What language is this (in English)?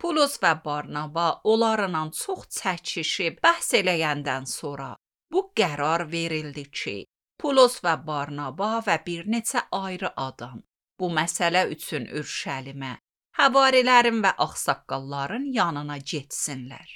Azerbaijani